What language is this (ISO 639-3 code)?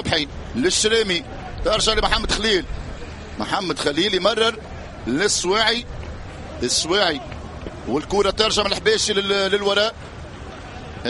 ara